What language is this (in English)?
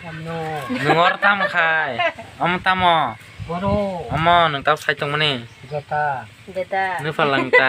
Kok Borok